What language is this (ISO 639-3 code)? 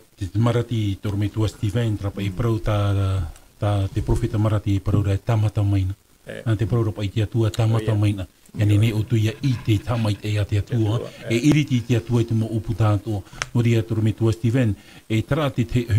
tah